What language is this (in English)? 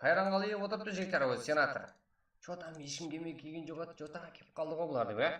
Kara-Kalpak